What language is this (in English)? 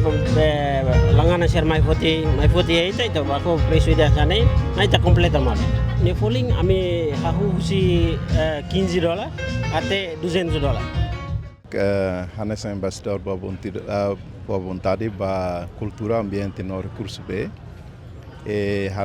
Tetum